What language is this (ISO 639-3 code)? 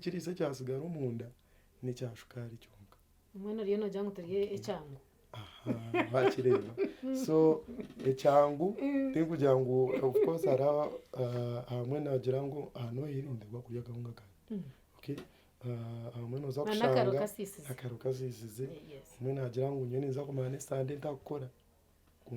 nyn